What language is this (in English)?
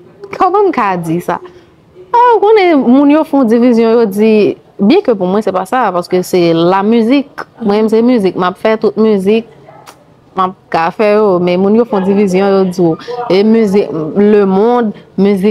Haitian Creole